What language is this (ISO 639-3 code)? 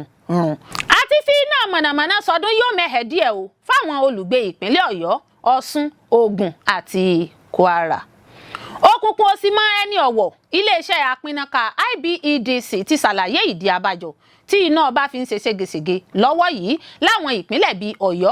yor